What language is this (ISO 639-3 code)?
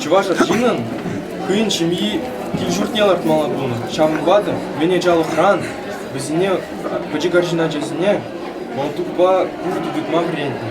chv